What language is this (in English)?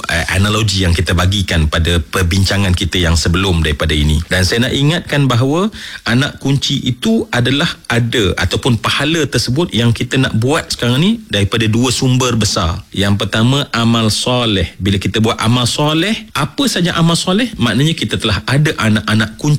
Malay